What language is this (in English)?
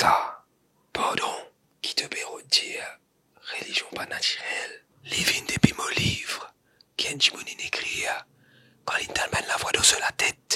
Morisyen